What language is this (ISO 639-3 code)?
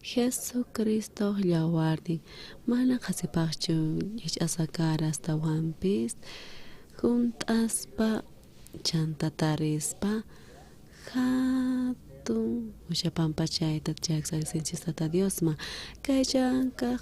quh